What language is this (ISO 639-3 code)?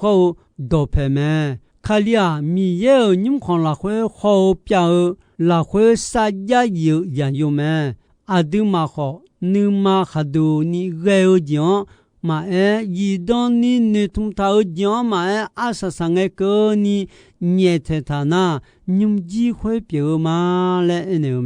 ahk